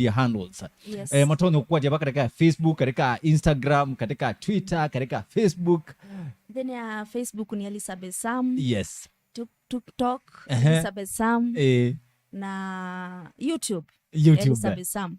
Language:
Kamba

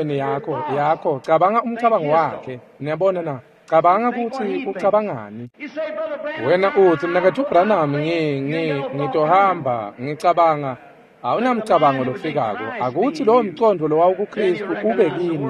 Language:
Swati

